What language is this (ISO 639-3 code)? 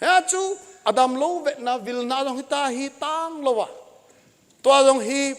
tcz